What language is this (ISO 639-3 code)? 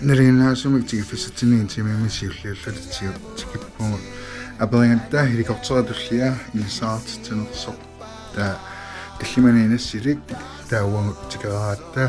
kal